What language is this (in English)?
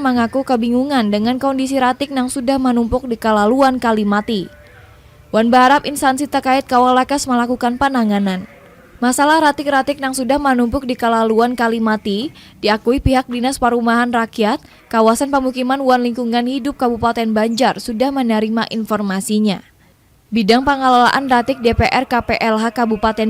Banjar